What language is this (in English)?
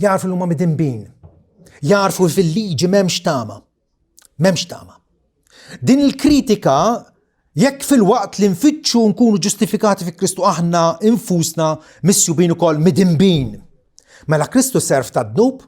Maltese